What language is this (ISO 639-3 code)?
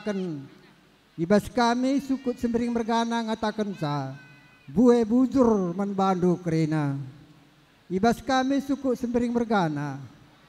btx